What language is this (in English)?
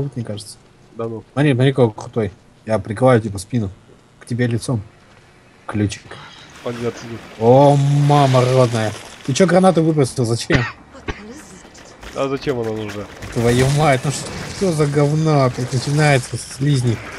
Russian